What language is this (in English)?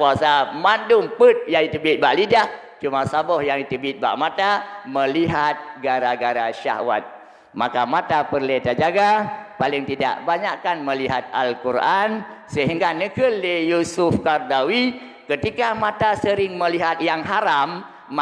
Achinese